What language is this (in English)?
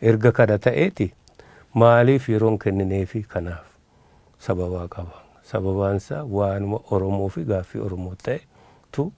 Oromo